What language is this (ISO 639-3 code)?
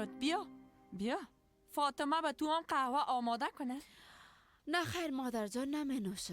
fas